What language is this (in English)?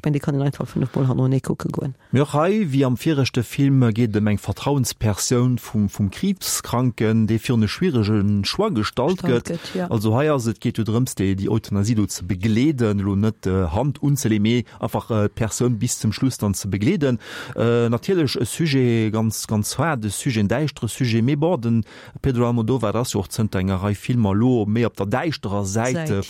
Luxembourgish